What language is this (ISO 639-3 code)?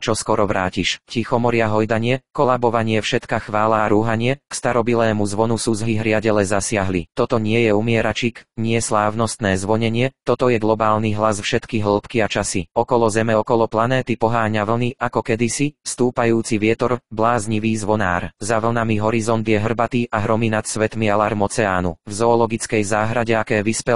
slk